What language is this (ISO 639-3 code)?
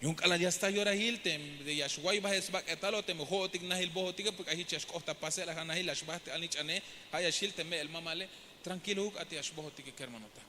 tzh